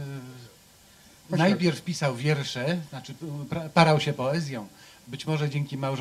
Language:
Polish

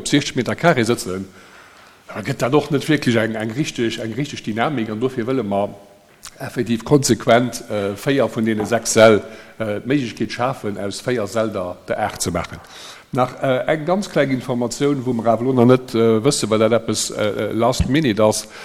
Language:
Luxembourgish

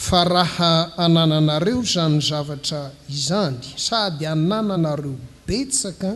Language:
Malagasy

